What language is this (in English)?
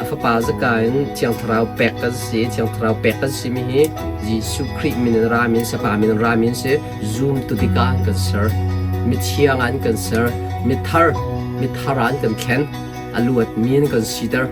Hakha Chin